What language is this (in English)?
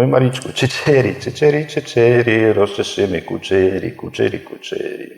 Rusyn